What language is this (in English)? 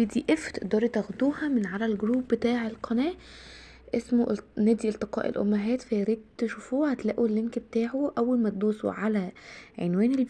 Egyptian Arabic